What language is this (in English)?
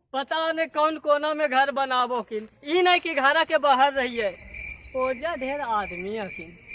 Magahi